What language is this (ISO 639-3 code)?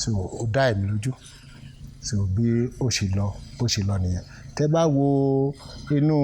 yor